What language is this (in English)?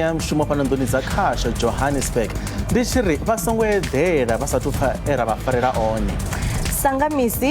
Venda